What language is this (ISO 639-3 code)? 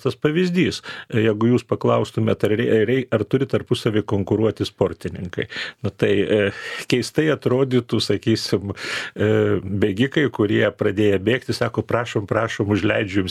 lit